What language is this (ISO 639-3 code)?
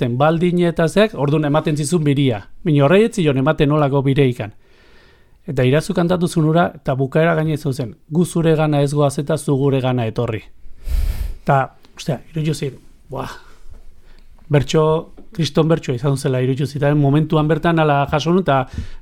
eus